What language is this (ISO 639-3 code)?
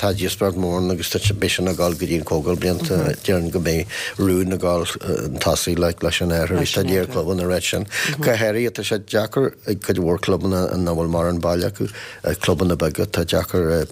gle